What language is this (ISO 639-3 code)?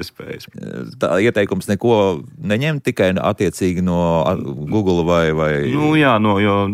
lav